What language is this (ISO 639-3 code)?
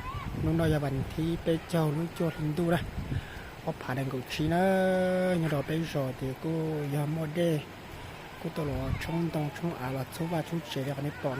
hmn